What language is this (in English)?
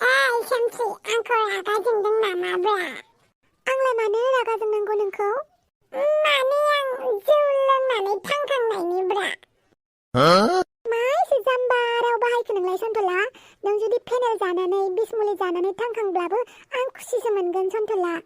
Bodo